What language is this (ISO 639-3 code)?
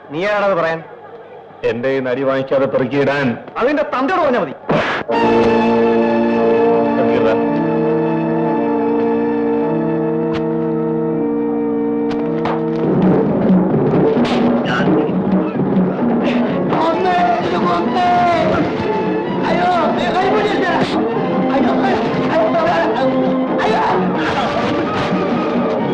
mal